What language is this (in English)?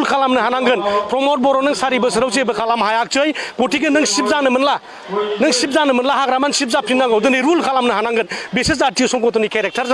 Bodo